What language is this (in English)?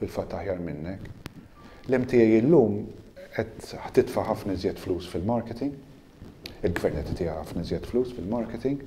Maltese